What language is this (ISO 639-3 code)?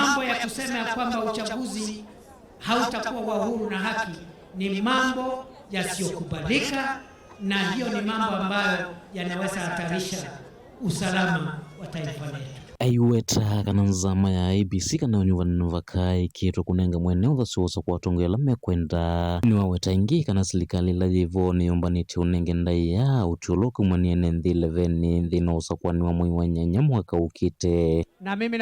kam